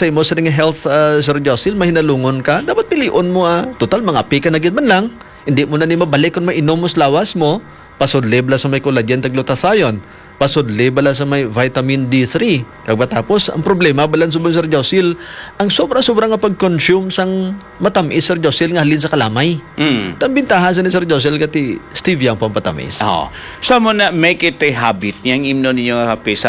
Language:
Hiligaynon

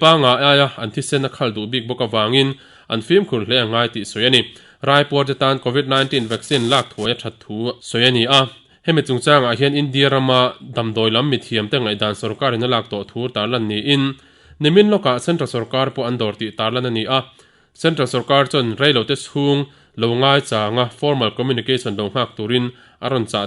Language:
Mizo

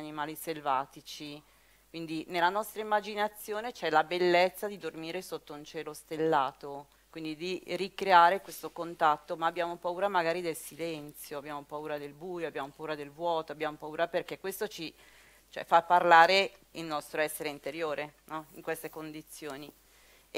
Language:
Italian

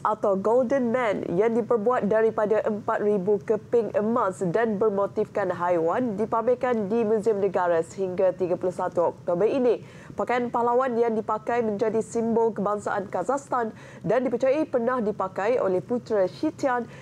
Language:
Malay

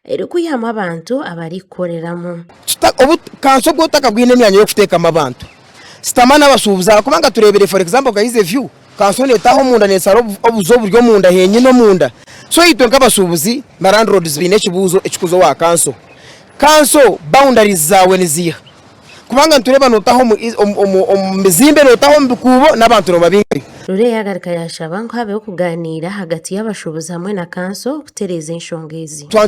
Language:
Nyankole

